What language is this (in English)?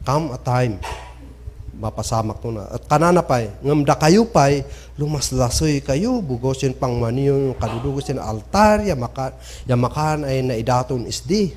Kankanaey